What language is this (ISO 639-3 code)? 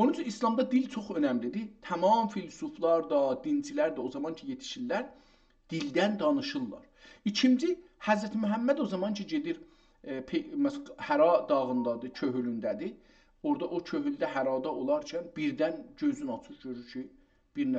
azb